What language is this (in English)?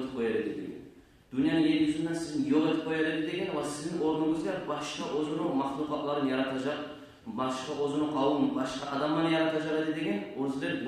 Kumyk